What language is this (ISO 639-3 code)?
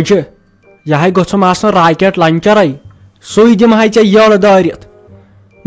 kas